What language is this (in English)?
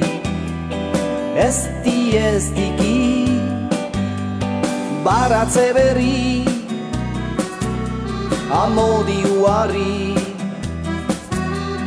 Basque